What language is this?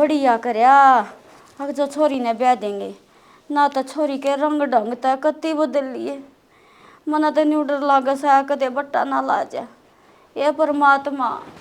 Haryanvi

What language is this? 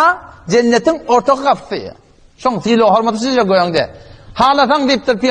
Turkmen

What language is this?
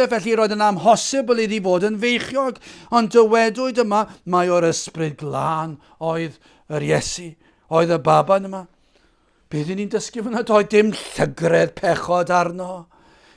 Welsh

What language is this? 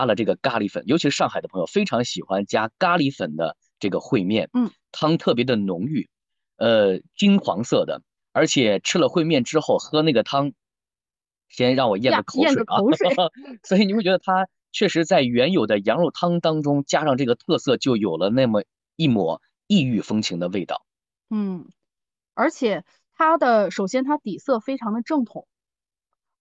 Chinese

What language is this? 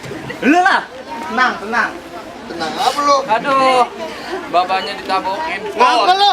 Betawi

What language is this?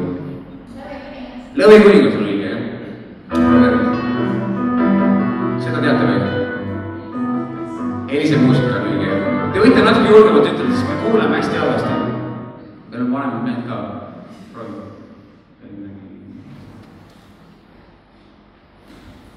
Estonian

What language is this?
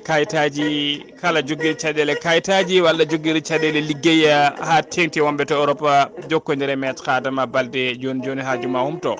Fula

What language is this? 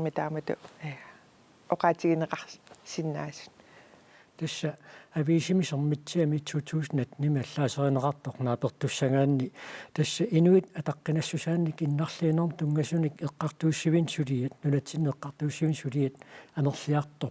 Kalaallisut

